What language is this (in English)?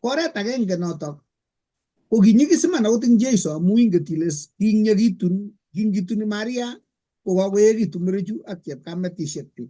Kalenjin